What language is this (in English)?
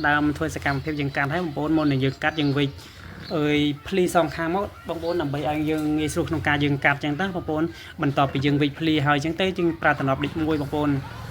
Khmer